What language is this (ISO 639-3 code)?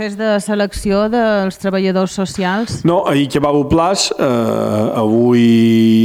cat